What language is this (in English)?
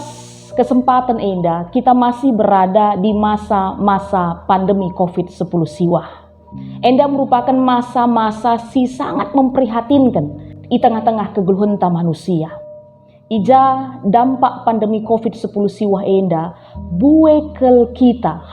Batak Karo